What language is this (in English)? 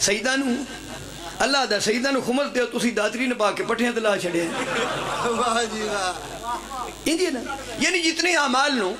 Pahari-Potwari